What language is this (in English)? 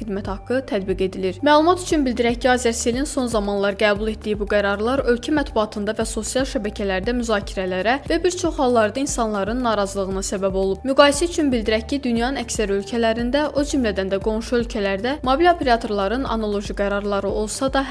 Azerbaijani